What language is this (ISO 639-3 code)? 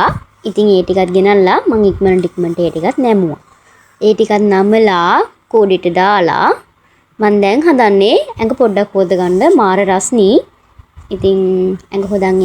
sin